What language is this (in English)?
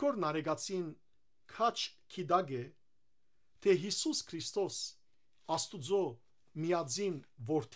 Western Armenian